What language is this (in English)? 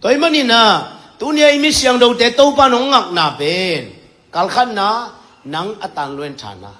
Tedim Chin